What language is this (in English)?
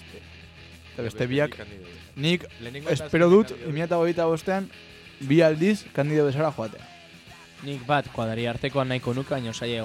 Basque